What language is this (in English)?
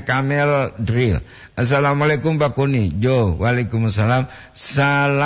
Gorontalo